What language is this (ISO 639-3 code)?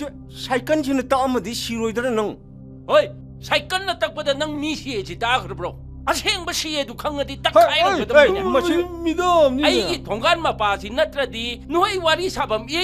mni